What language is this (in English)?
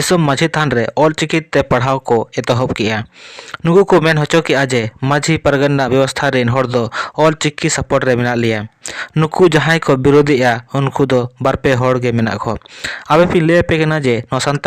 Santali